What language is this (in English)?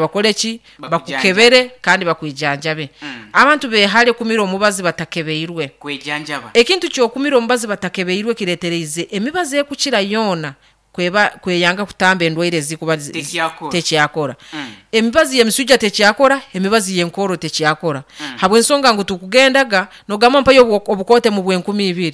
Nyoro